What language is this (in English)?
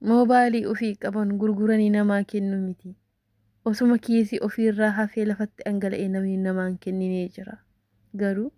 Oromo